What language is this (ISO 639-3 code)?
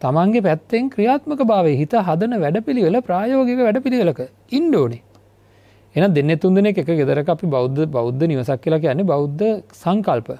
sin